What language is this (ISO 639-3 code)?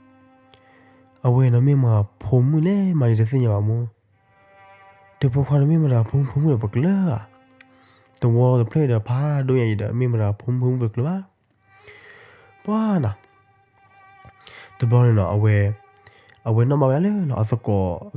ksw